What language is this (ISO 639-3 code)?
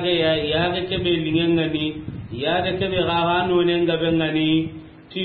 snk